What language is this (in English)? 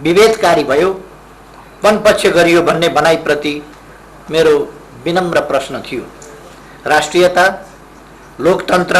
Nepali